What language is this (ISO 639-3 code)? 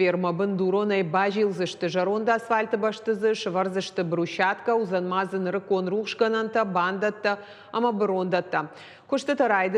oss